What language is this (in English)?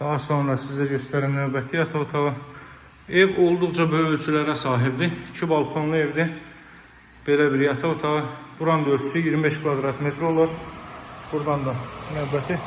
Azerbaijani